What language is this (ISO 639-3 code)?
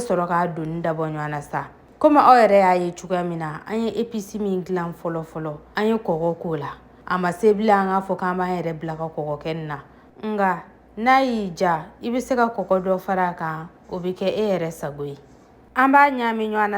bam